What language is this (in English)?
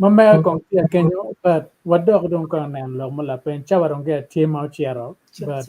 Acoli